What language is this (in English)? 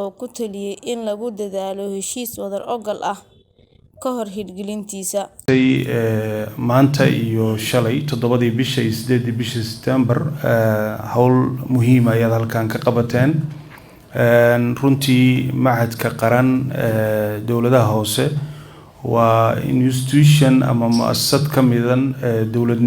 Somali